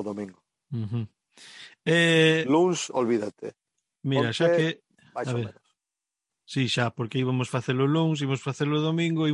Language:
Galician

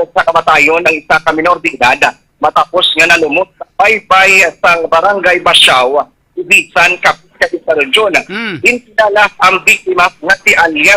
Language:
Hiligaynon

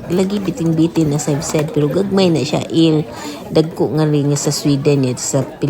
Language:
Cebuano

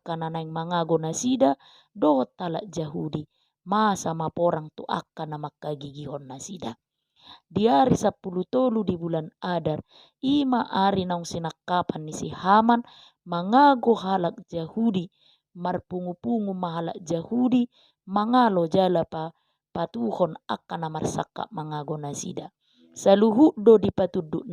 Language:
Batak Toba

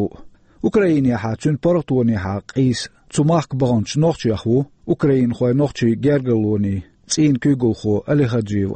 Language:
Chechen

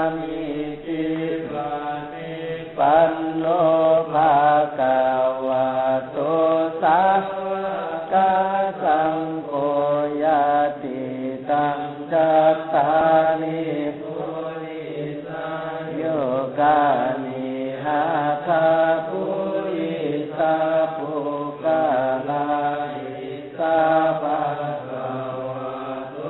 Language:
Pali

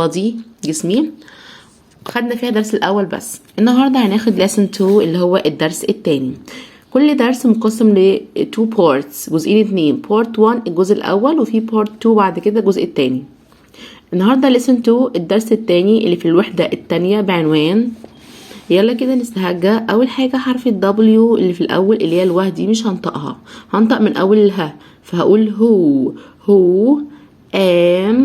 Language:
Egyptian Arabic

